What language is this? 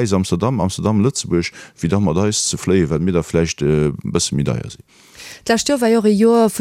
Luxembourgish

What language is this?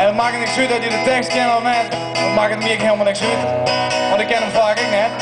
Western Frisian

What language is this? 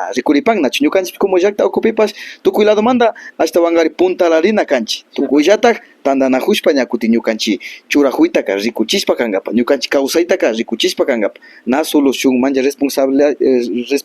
Imbabura Highland Quichua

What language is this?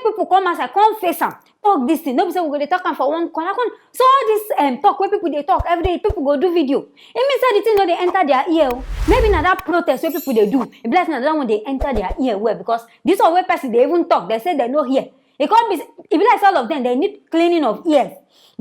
Nigerian Pidgin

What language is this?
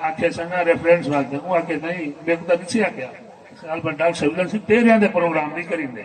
Saraiki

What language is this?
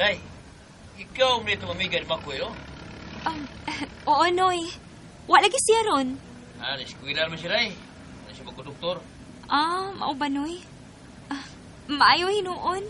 Cebuano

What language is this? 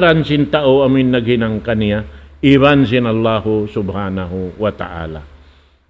Tausug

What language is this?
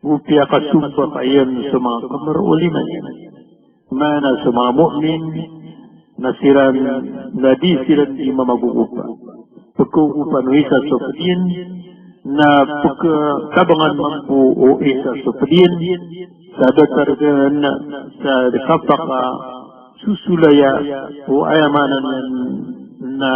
Maranao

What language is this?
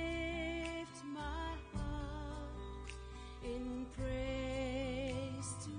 Samoan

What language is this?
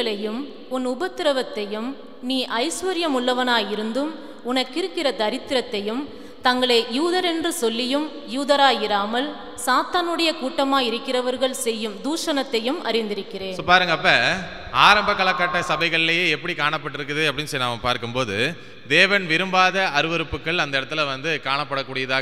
Tamil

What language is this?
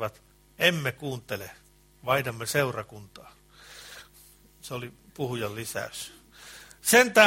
Finnish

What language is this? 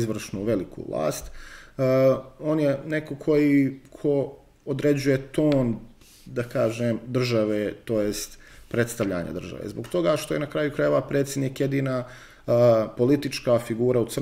Serbian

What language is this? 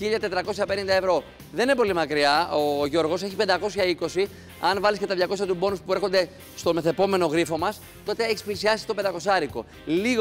Greek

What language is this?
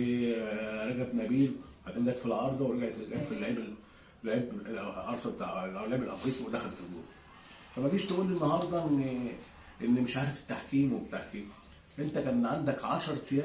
Egyptian Arabic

